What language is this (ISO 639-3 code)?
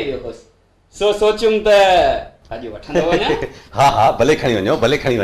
snd